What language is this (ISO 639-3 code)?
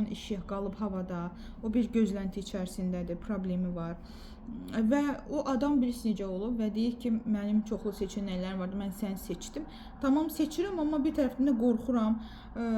aze